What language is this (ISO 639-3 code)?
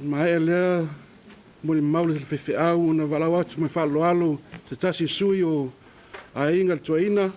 smo